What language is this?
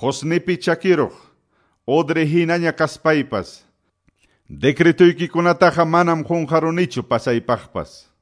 Quechua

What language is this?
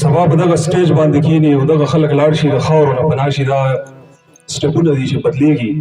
Pashto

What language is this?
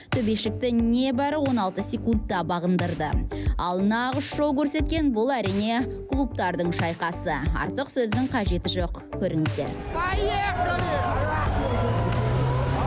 Kazakh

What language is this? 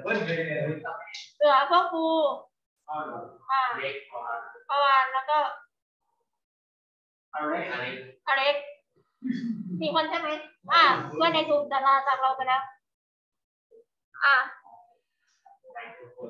Thai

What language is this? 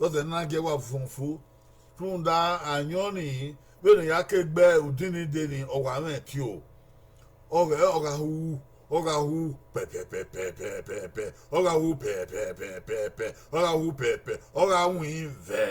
Bini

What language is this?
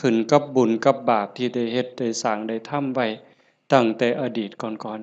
Northeastern Thai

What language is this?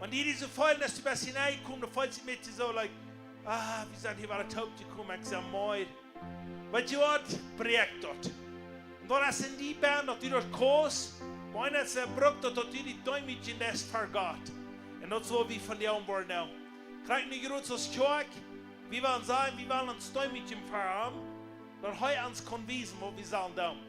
Plautdietsch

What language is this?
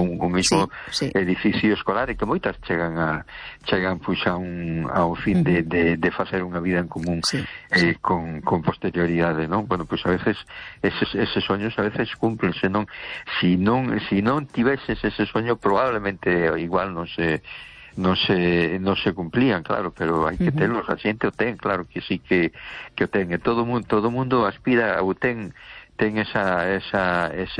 Galician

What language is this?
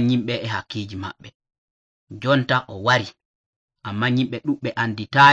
Nigerian Fulfulde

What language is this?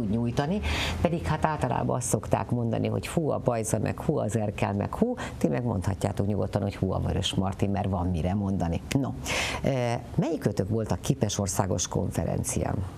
Hungarian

